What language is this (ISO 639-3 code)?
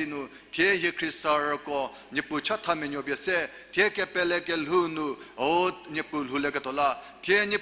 njm